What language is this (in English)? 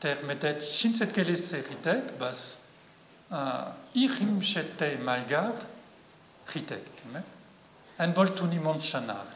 Breton